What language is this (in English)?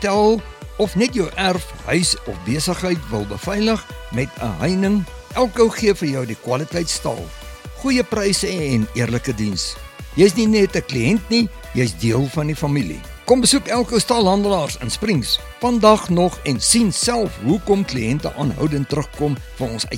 Afrikaans